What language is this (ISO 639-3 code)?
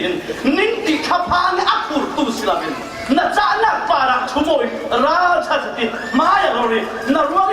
cfm